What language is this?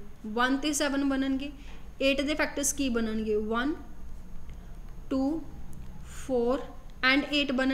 Punjabi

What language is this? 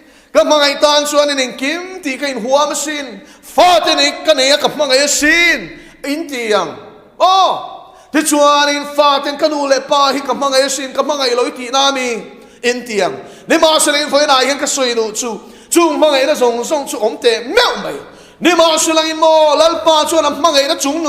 Mizo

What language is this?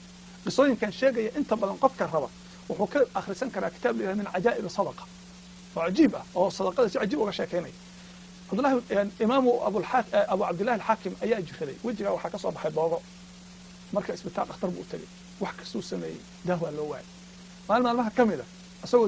Somali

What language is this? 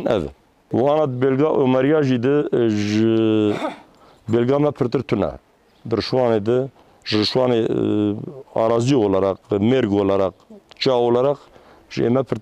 Kurdish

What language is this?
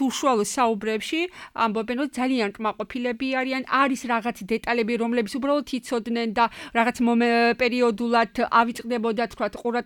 Georgian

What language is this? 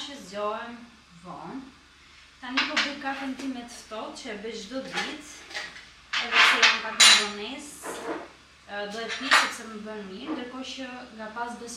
Albanian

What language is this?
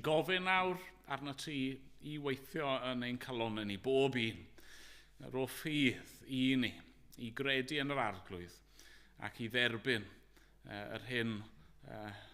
Welsh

